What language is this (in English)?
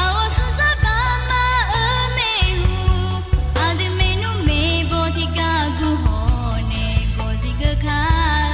Akha